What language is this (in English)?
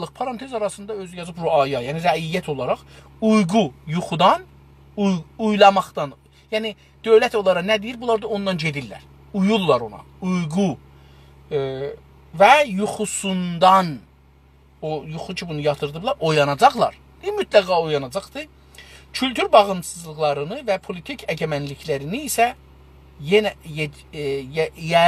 South Azerbaijani